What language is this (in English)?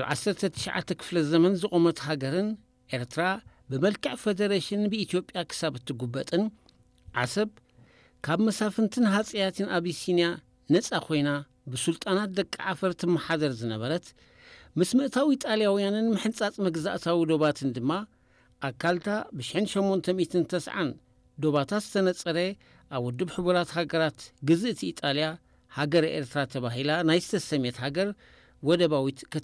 Tigrinya